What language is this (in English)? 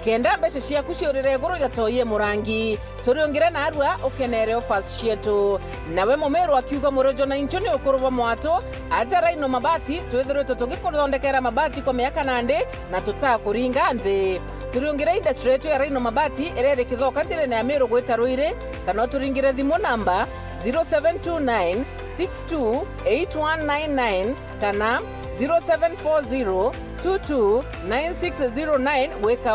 Meru